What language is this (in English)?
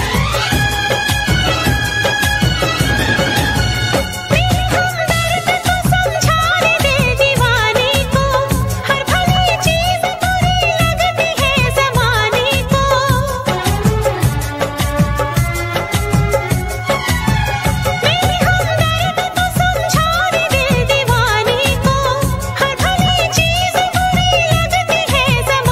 Hindi